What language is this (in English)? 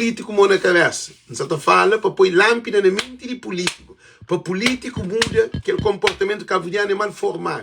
Kabuverdianu